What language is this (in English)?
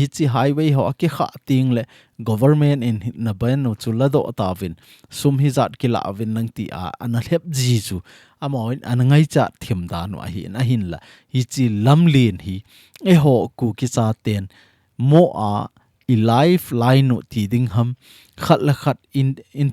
Thado Chin